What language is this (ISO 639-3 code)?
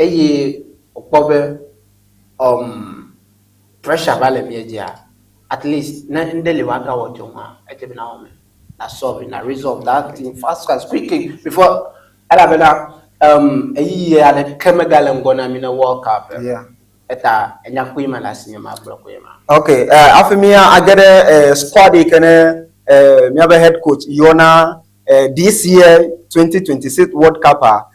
ewe